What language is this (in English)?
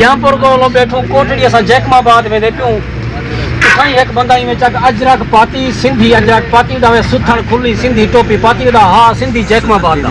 Saraiki